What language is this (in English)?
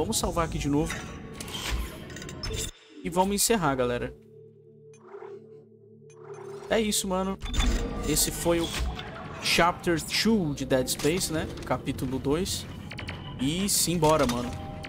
Portuguese